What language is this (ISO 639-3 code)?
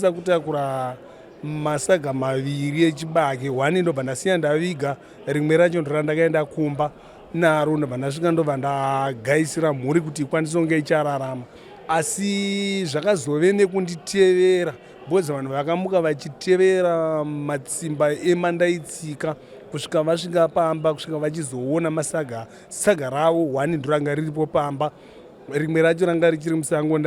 sna